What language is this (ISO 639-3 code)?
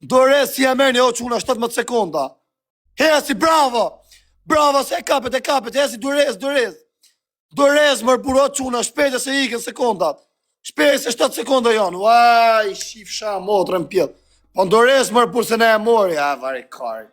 sqi